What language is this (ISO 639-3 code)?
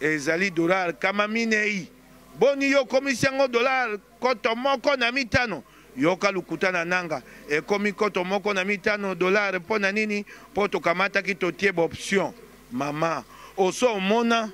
lin